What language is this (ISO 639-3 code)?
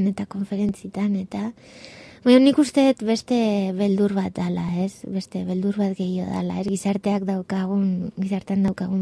eus